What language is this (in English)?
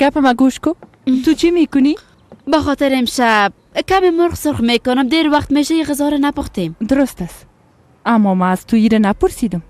Persian